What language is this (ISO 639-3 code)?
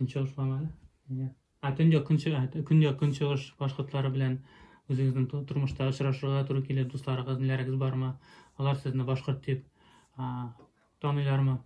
bak